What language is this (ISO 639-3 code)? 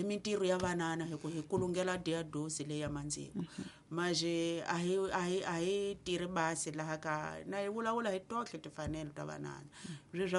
tso